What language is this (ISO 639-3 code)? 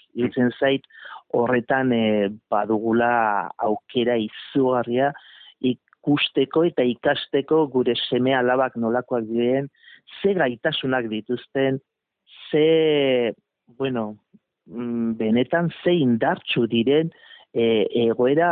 eus